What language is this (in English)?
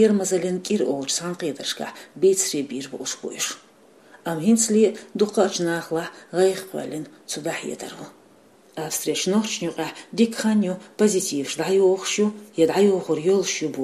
Chechen